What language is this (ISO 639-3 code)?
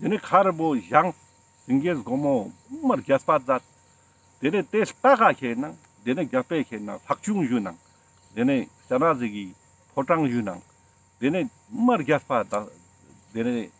lbj